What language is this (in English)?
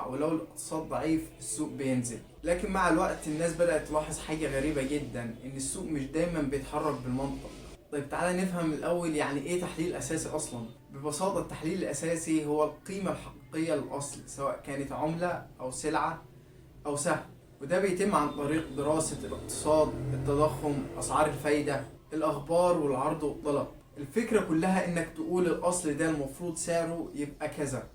Egyptian Arabic